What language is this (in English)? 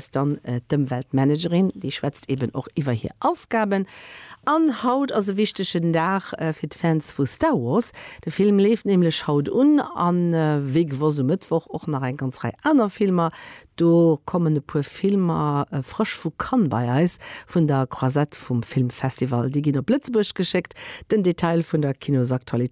Luxembourgish